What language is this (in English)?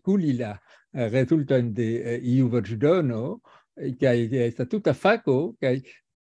Esperanto